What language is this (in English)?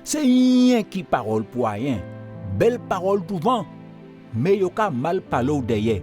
Guadeloupean Creole French